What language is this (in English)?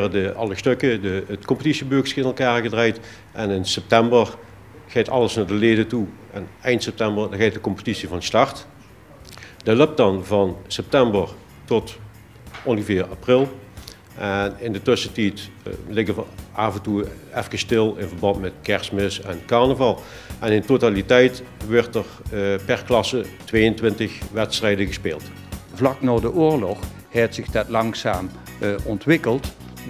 Limburgish